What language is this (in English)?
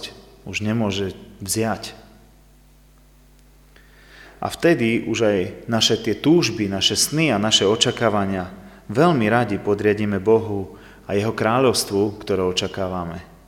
Slovak